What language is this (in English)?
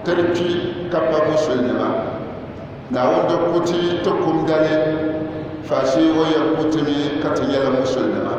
Dagbani